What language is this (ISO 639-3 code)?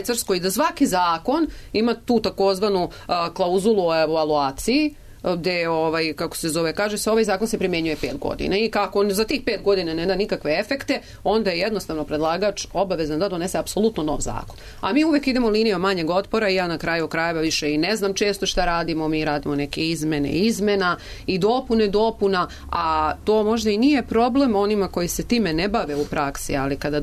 srp